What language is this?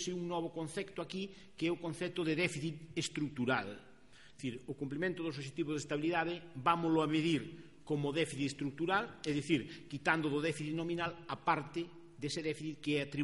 Galician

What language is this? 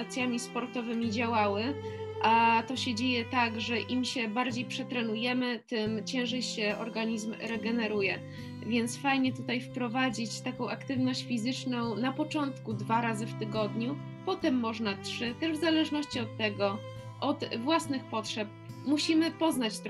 Polish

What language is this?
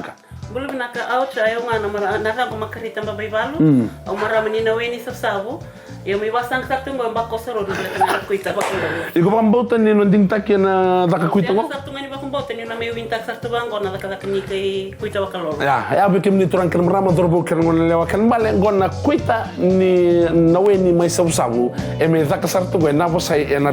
Fijian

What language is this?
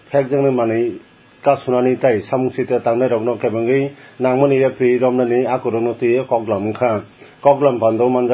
Kok Borok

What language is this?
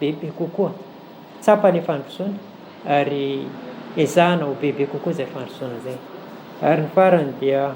Malagasy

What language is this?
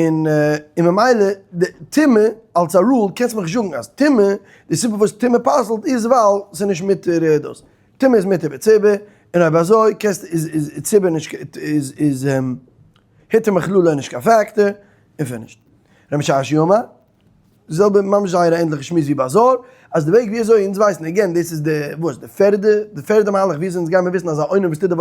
Yiddish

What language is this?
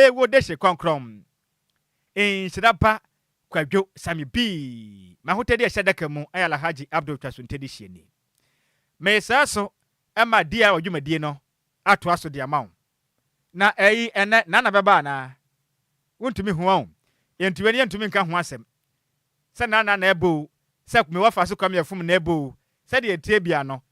Akan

